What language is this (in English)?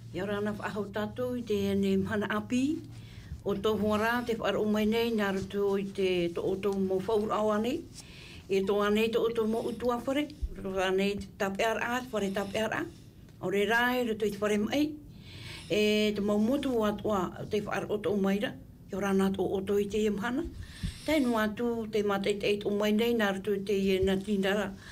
Tahitian